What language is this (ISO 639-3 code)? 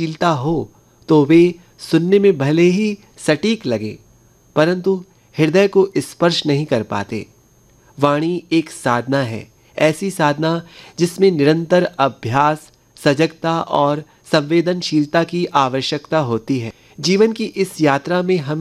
hin